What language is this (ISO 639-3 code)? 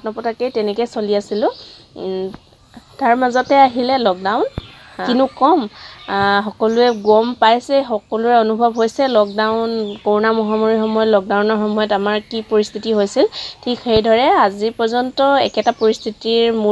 asm